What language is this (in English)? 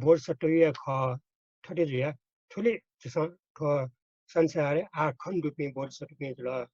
Newari